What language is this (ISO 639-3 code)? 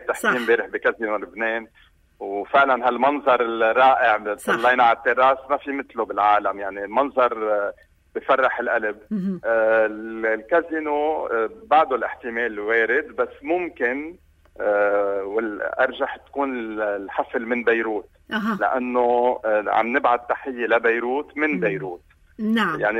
apc